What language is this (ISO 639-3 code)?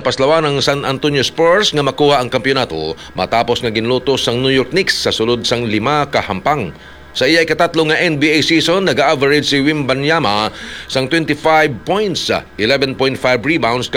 hil